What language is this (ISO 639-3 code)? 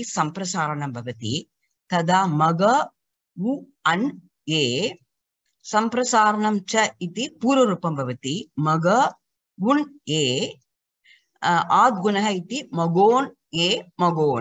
san